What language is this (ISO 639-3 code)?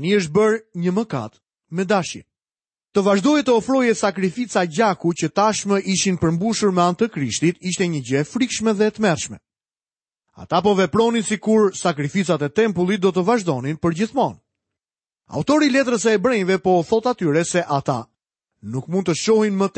sqi